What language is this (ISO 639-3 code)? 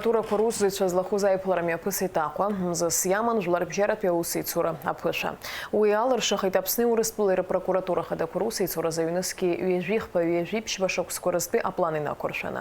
abk